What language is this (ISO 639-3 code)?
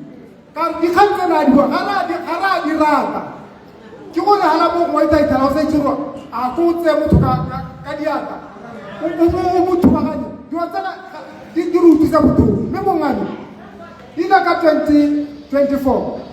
tsn